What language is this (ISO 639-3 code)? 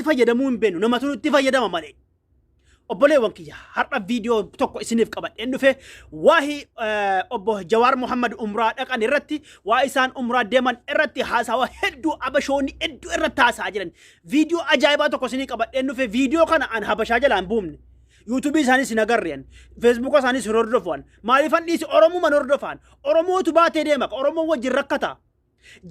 orm